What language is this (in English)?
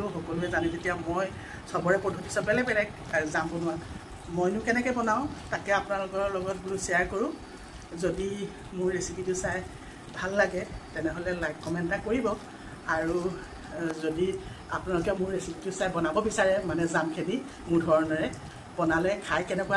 Assamese